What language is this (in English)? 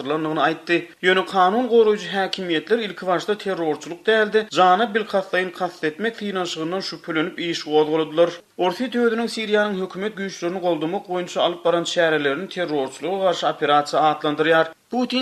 Turkmen